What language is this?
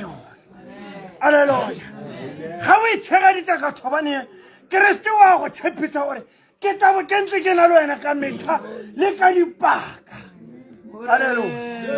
Tswana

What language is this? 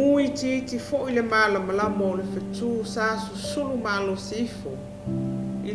Samoan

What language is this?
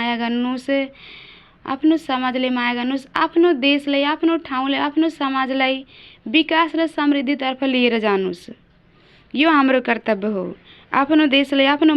Nepali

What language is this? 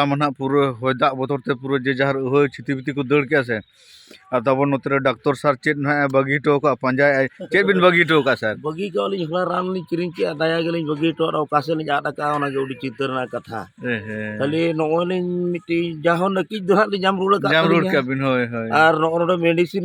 Santali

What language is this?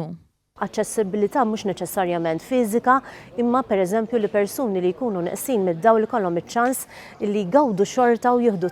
Maltese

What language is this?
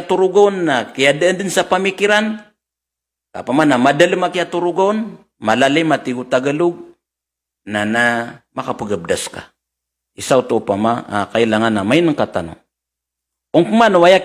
Maranao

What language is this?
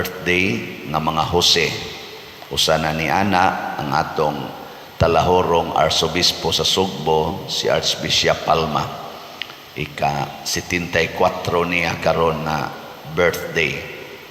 Cebuano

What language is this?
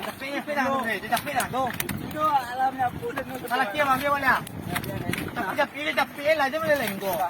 Minangkabau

